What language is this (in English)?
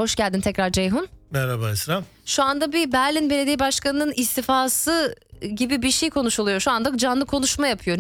Turkish